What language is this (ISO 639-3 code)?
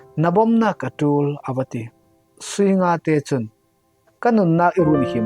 cfm